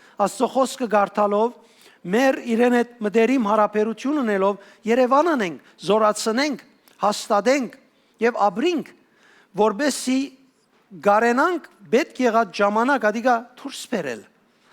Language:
Western Armenian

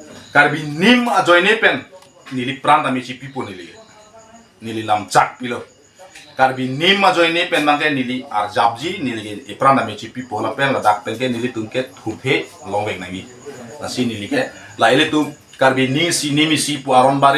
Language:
Karbi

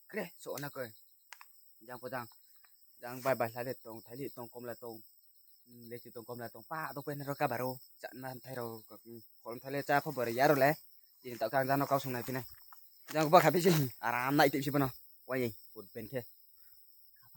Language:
Riang (India)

